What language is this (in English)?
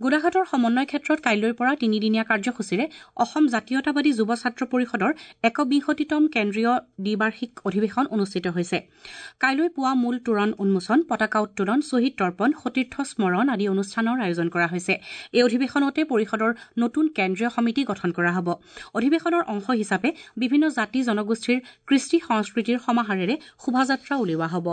Assamese